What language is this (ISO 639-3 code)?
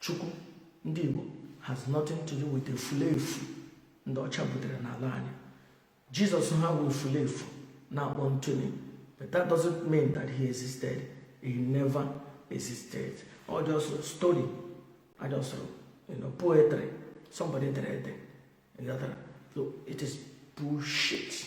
ibo